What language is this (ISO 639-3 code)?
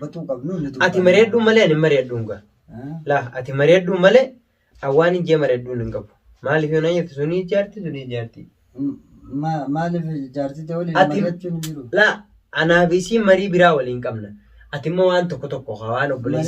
orm